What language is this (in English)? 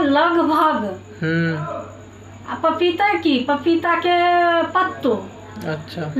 Maithili